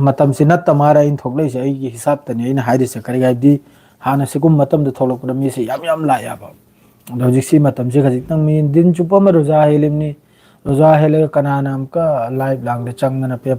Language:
Manipuri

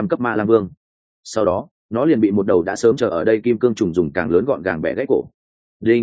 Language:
Vietnamese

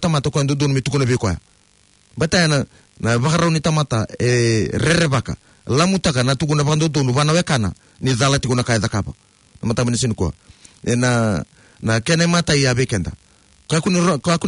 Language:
Fijian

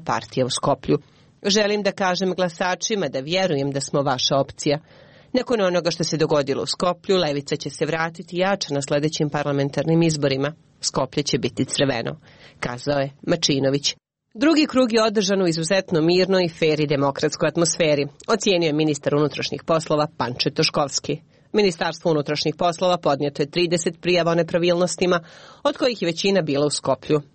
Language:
Serbian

